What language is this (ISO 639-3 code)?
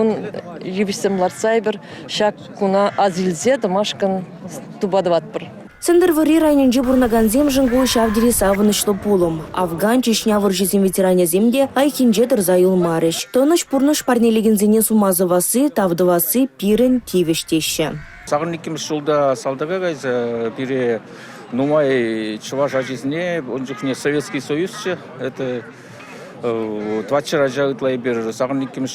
chv